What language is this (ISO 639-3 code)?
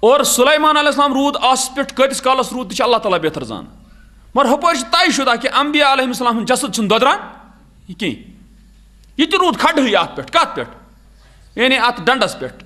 kas